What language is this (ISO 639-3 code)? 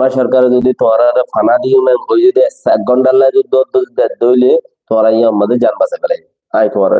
rhg